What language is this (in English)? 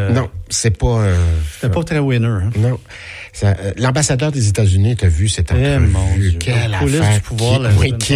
French